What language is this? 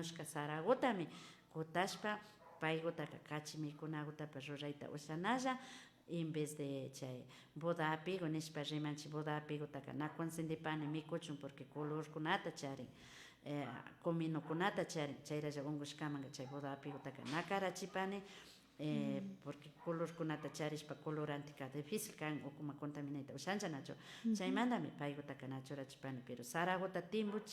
Imbabura Highland Quichua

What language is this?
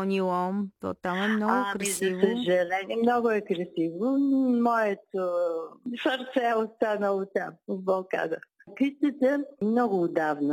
Bulgarian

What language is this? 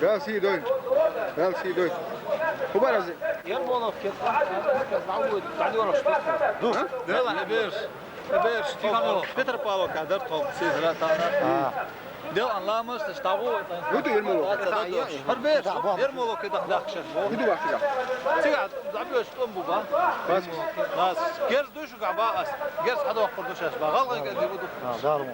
Chechen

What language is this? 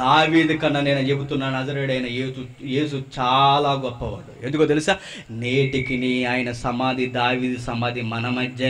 Telugu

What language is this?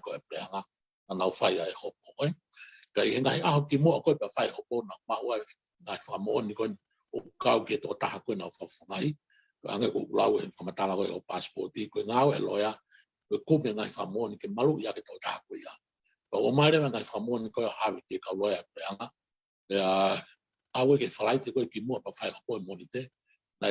Tongan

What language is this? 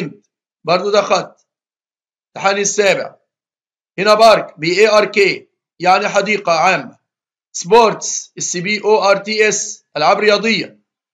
Egyptian Arabic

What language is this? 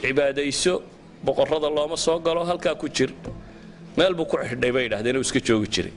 Somali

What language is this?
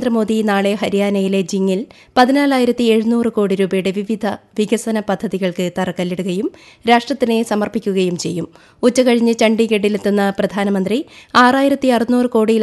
Malayalam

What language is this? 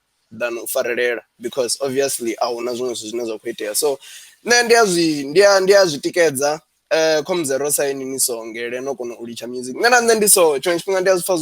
Venda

